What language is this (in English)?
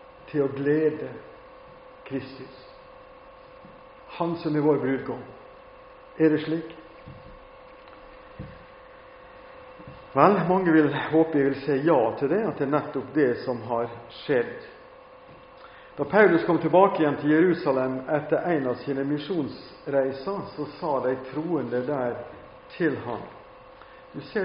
Norwegian